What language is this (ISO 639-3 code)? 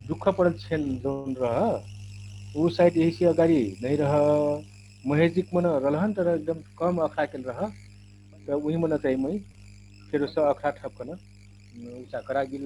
thl